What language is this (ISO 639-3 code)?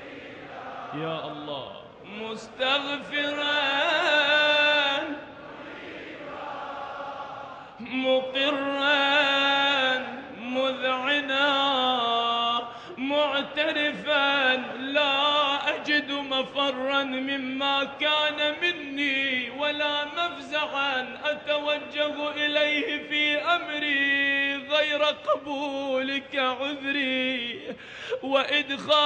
ara